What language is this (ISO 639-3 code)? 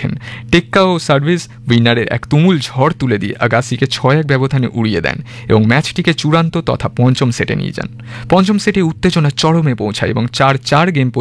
ben